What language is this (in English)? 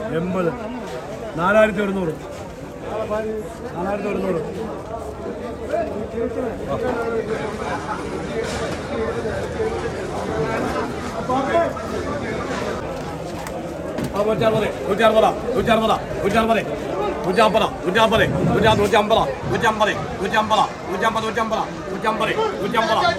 Malayalam